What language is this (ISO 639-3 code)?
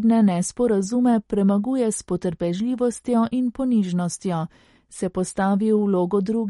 slv